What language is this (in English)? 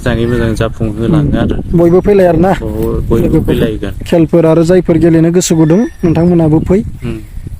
Bodo